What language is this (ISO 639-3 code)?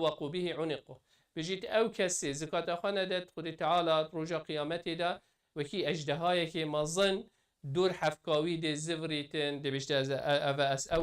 kur